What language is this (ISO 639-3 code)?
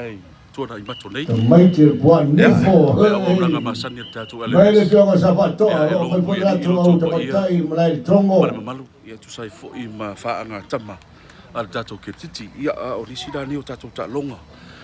smo